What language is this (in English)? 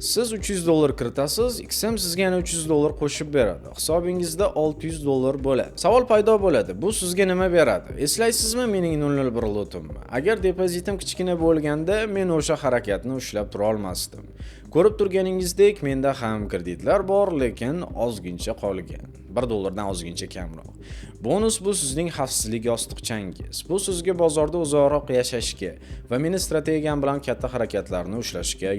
Uzbek